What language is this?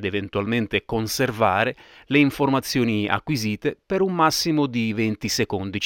Italian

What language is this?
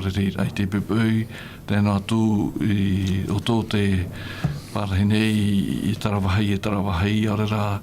Tahitian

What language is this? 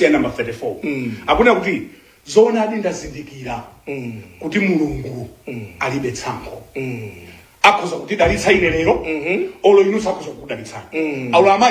Nyanja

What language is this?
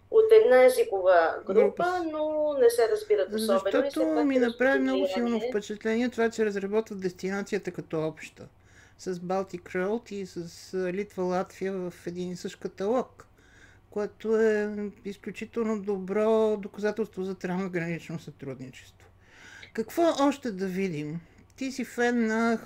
Bulgarian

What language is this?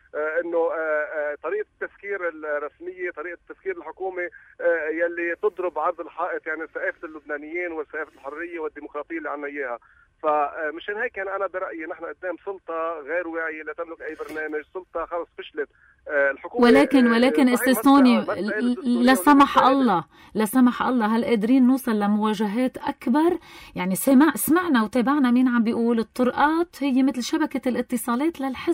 North Levantine Arabic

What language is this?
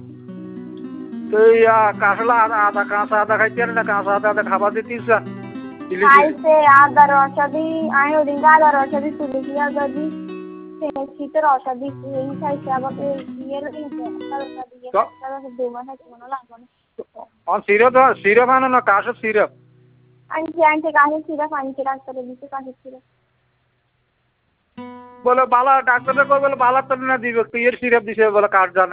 Bangla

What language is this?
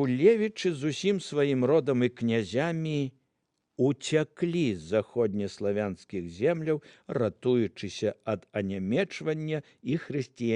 Belarusian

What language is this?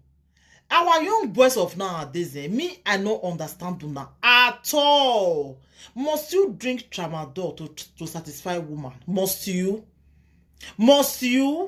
Nigerian Pidgin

